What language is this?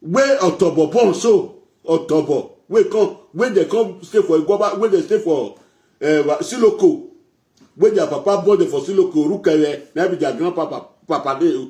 Nigerian Pidgin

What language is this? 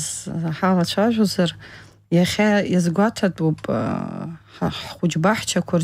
Abkhazian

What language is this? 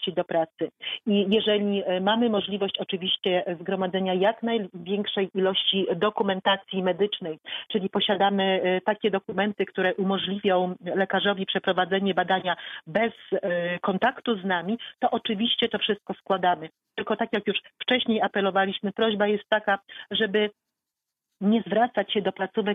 Polish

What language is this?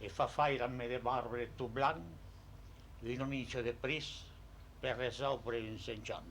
Occitan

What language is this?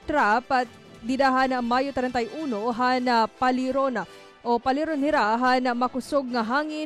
Waray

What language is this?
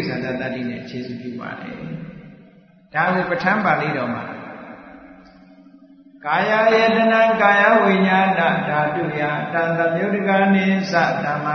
Burmese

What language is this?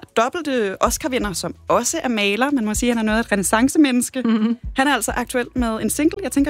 Danish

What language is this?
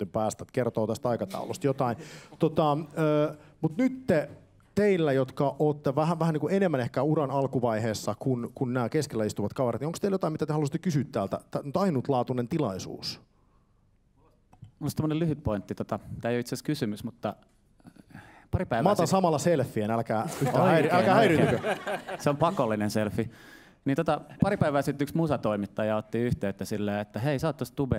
Finnish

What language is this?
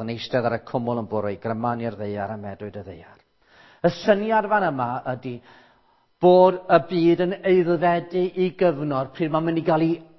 Welsh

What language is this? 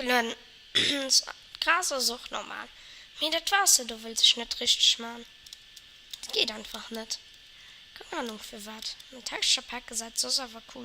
Luxembourgish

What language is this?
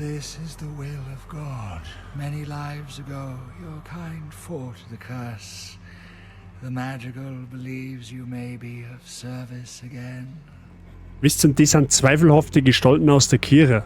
Bavarian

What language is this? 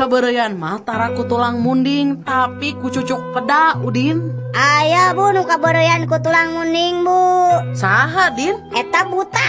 Sundanese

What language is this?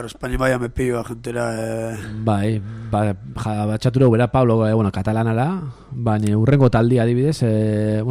Basque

